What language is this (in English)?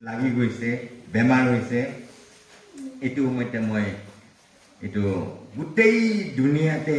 Naga Pidgin